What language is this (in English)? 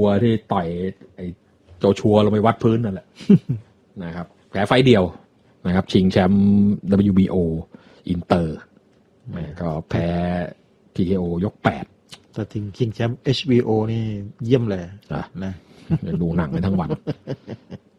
Thai